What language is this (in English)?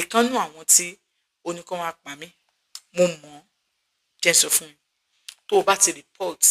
Yoruba